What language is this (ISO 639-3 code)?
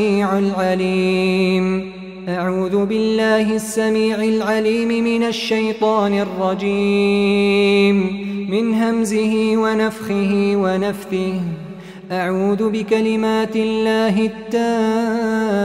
ara